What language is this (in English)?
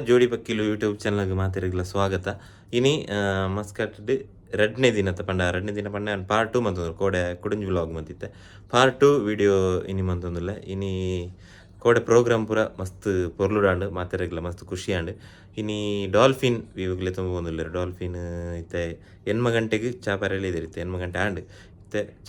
Tulu